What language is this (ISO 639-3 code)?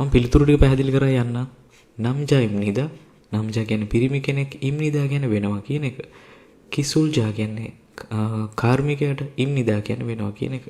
sin